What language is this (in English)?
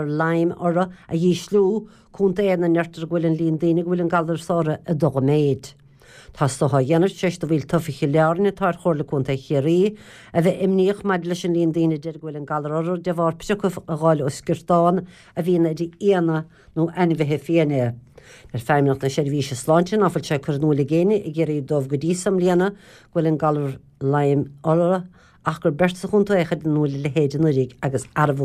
Irish